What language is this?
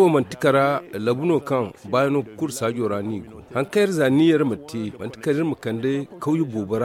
Zarma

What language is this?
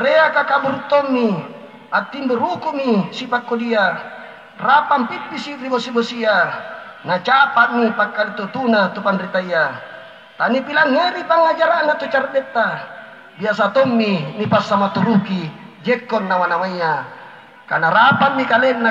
Makasar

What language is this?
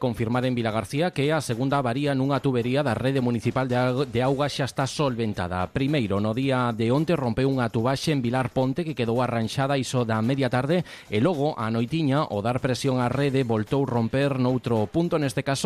Galician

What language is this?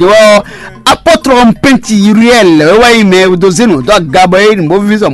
Fon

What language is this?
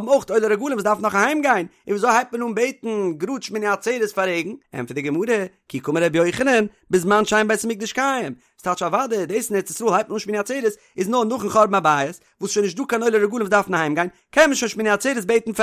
Yiddish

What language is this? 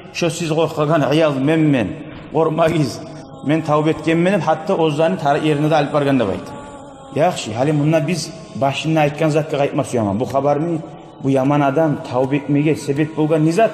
Kumyk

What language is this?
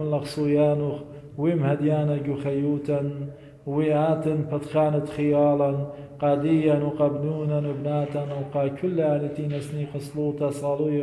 Assyrian Neo-Aramaic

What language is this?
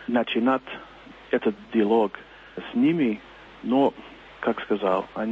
Belarusian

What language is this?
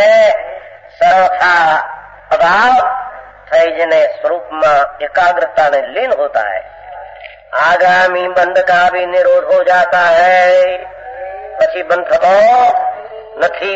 Gujarati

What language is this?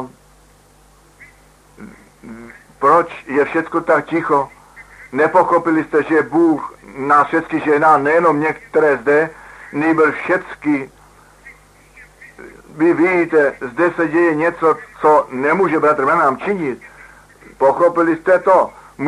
Czech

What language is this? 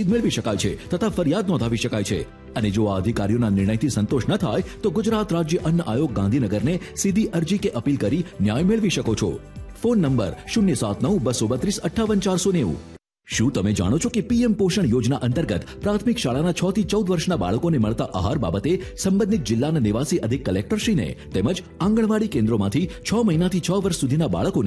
Gujarati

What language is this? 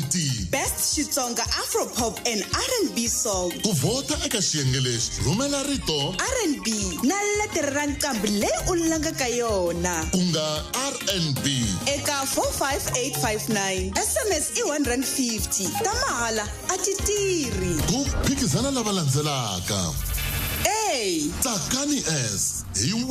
Tsonga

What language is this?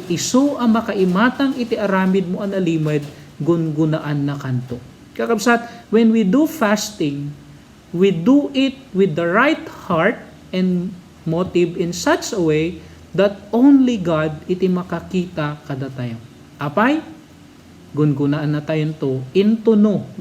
Iloko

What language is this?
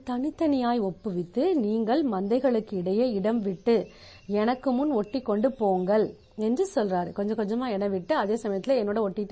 Tamil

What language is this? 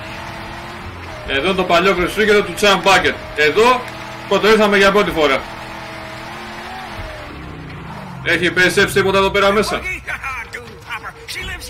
Greek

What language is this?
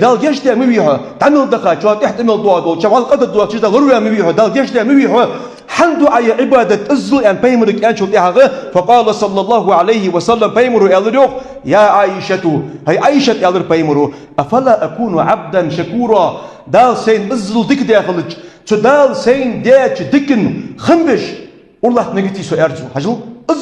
Ingush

